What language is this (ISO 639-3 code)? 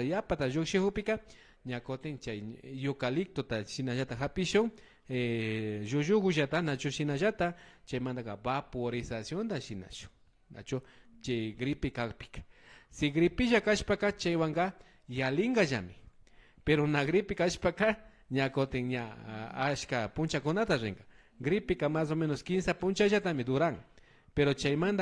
qvi